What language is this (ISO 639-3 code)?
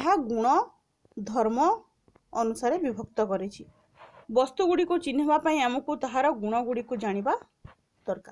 ori